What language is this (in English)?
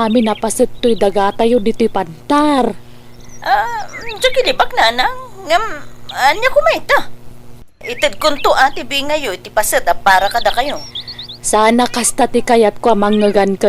Iloko